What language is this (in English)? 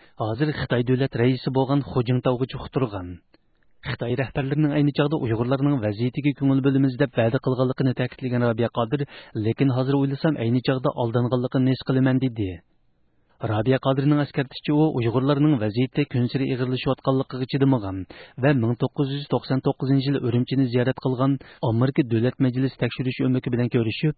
Uyghur